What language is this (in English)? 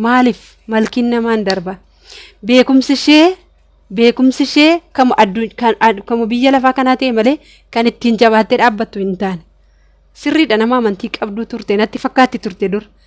Oromo